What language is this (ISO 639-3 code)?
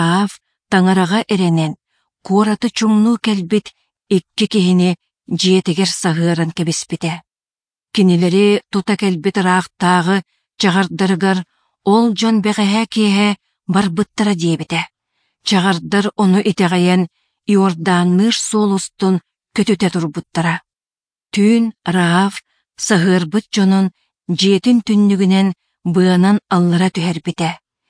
sah